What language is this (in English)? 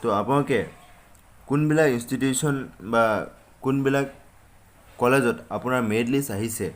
Assamese